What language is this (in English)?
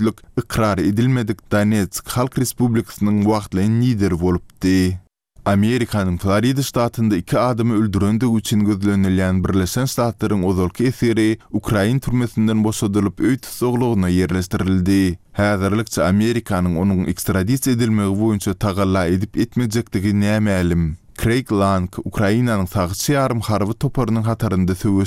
Turkmen